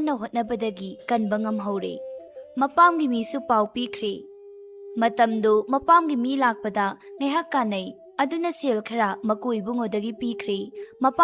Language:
Manipuri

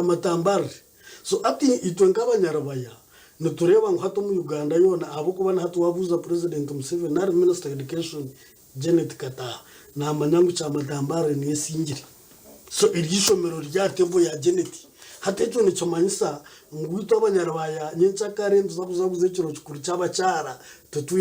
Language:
Nyankole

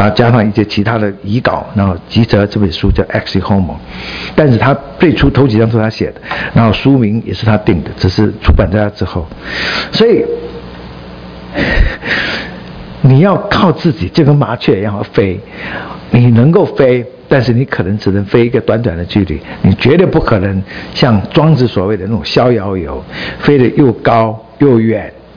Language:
Chinese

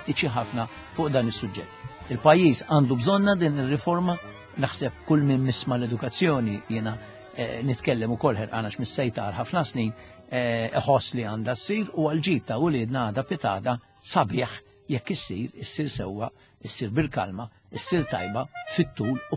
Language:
Maltese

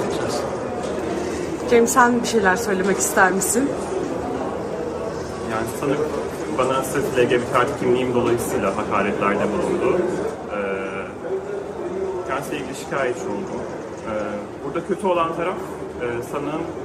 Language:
Turkish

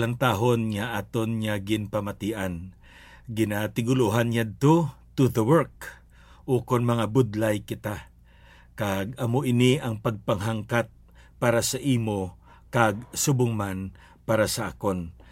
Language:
Hiligaynon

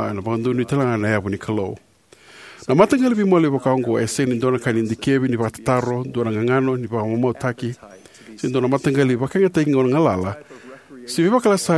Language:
Fijian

